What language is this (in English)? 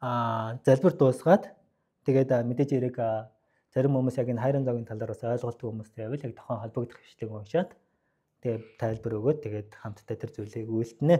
Mongolian